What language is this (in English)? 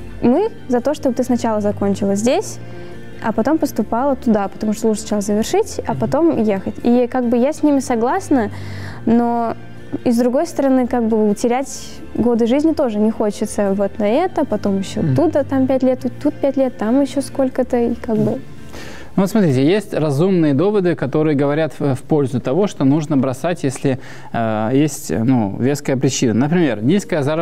Russian